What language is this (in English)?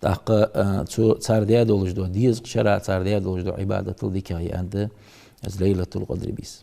Ingush